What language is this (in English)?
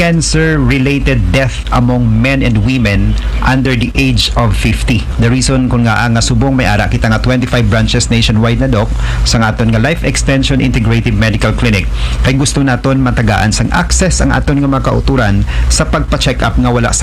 Aklanon